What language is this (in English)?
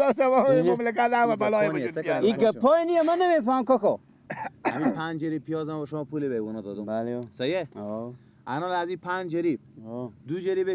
Persian